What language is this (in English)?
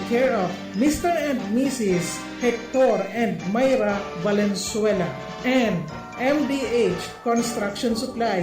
Bikol